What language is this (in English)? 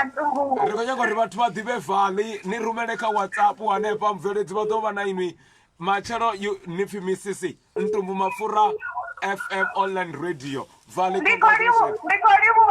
Venda